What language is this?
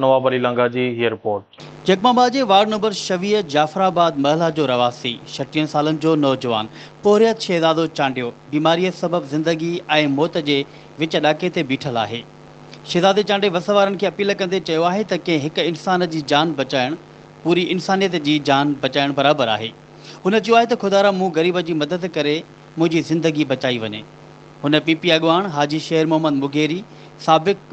Sindhi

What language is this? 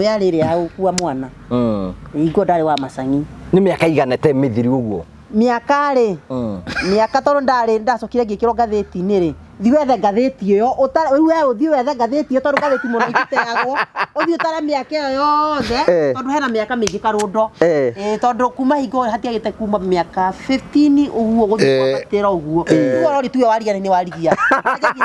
Kikuyu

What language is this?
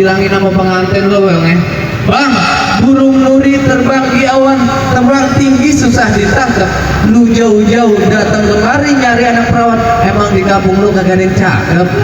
Betawi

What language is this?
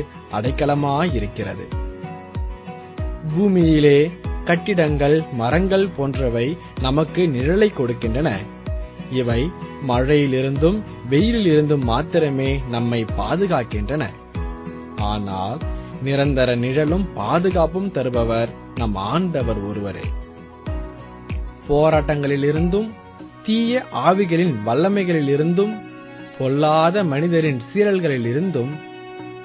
Tamil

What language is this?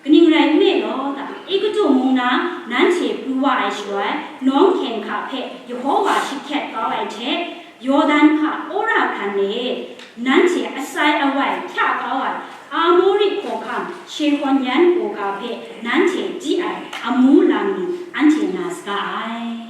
Kachin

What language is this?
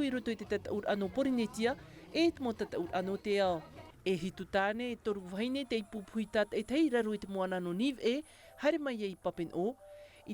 Tahitian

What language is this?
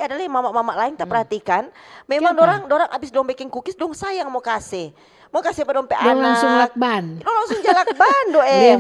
Manado Malay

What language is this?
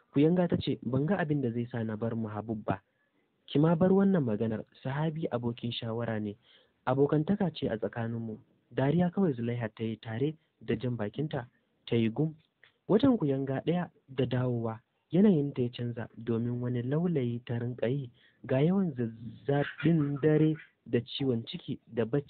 Hausa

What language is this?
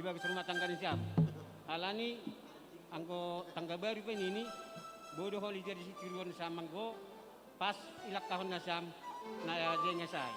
Batak Simalungun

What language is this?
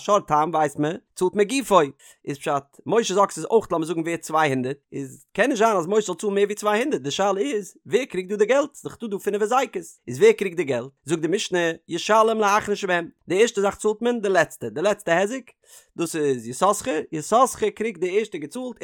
Yiddish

